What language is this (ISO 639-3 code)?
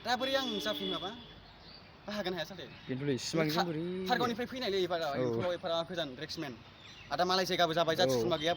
brx